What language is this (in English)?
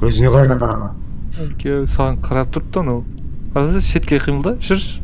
Kara-Kalpak